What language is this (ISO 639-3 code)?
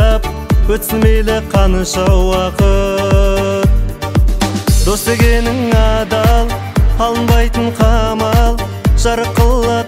kaz